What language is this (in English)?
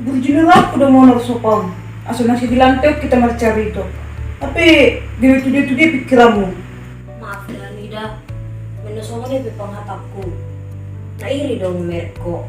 Batak Toba